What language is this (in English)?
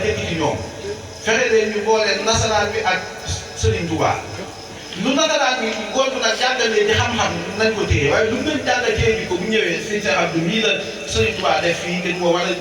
Wolof